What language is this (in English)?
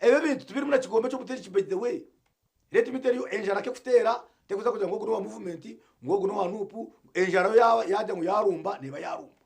Nyankole